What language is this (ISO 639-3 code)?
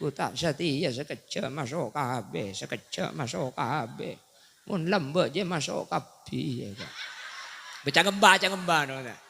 mad